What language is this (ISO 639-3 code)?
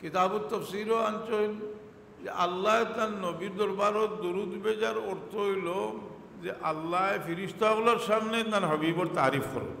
syl